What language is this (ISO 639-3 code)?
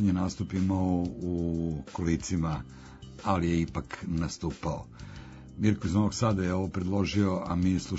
srp